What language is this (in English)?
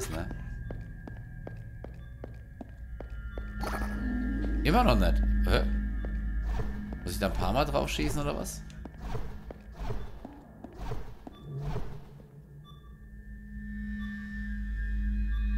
German